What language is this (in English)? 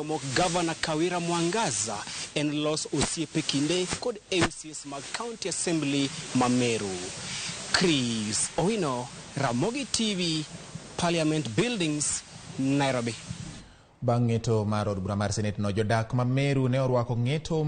Luo (Kenya and Tanzania)